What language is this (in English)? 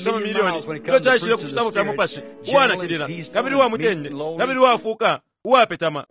Bemba